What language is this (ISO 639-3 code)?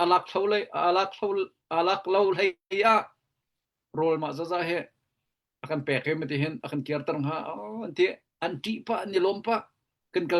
cnh